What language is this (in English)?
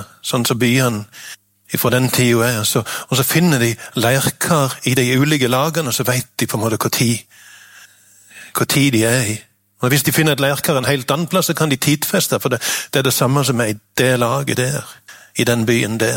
Norwegian